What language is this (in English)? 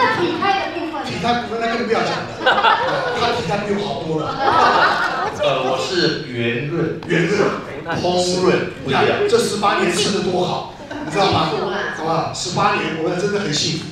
Chinese